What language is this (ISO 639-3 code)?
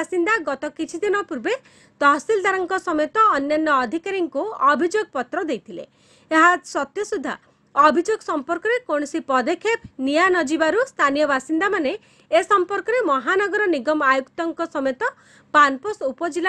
ori